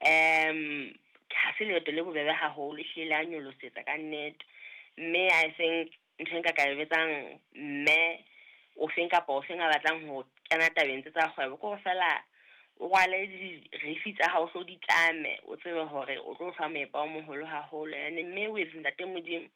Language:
Southern Sotho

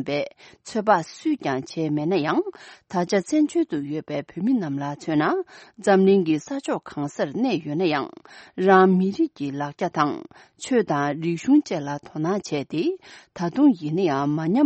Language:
Tibetan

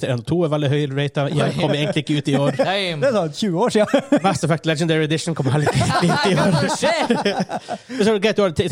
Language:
Norwegian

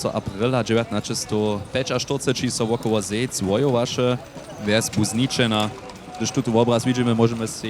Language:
Upper Sorbian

